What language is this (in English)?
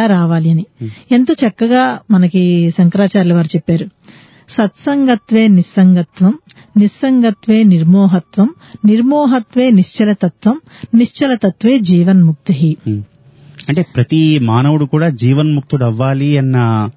Telugu